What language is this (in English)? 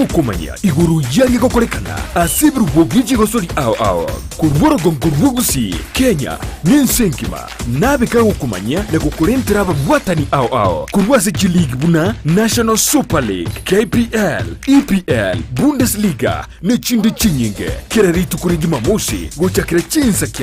Gusii